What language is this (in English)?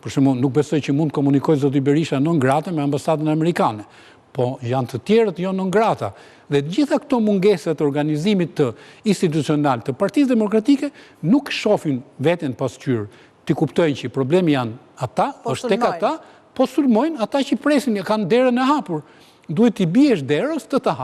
Albanian